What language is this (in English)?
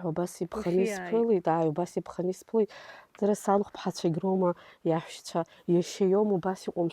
Abkhazian